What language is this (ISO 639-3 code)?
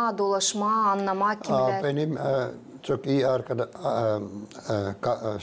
gag